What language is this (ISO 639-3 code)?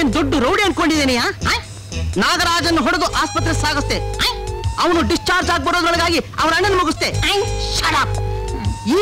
kan